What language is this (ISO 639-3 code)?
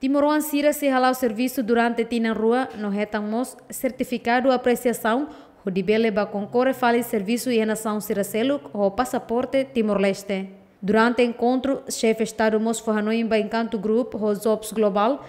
tet